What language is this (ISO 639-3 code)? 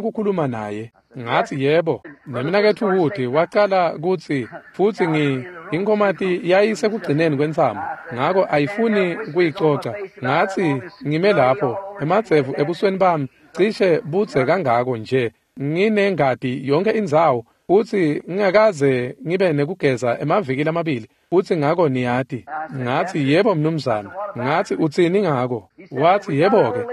ssw